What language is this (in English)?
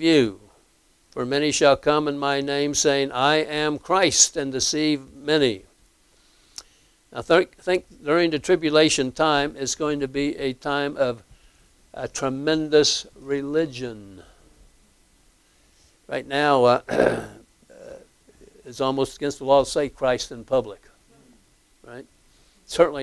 English